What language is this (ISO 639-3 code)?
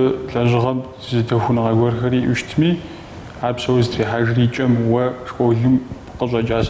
kbd